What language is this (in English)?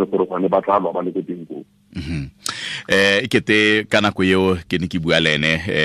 Tswana